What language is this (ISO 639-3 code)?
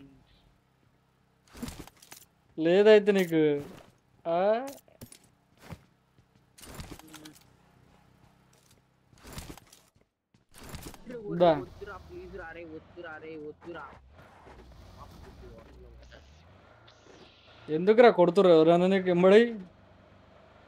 tel